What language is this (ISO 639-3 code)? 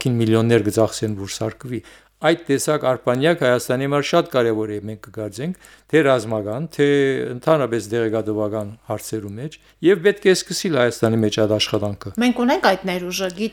hye